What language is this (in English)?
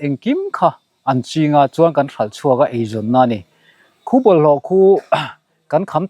Mizo